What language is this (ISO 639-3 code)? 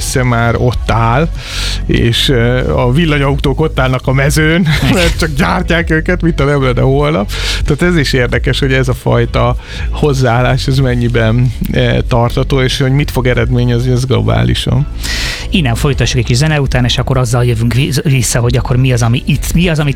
hun